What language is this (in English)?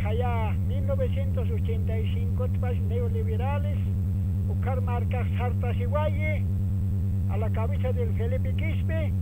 Aymara